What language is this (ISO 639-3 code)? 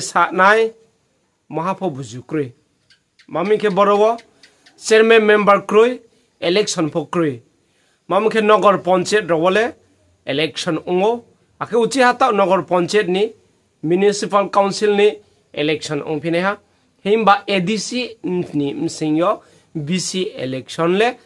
ria